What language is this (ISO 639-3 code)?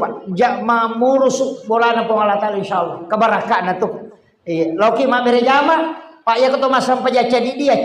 bug